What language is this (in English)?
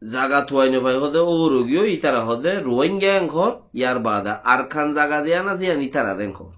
Rohingya